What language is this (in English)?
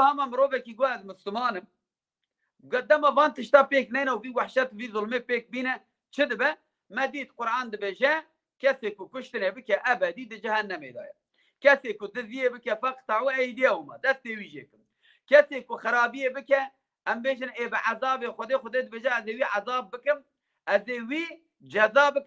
Kurdish